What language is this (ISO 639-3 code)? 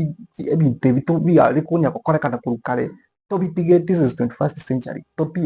guz